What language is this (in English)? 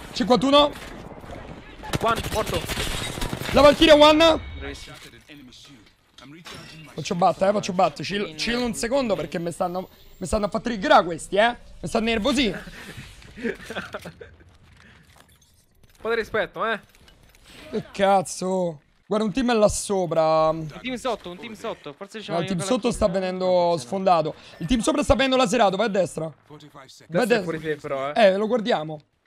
Italian